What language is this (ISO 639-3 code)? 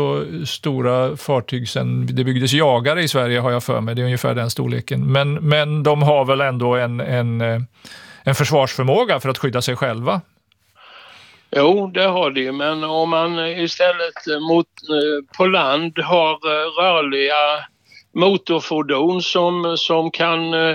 swe